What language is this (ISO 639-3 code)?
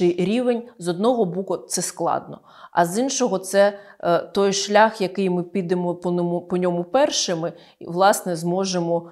ukr